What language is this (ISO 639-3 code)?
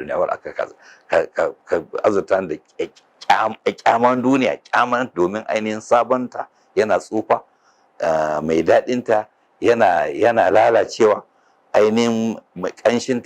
hau